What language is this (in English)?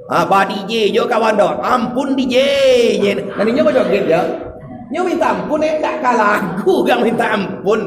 Minangkabau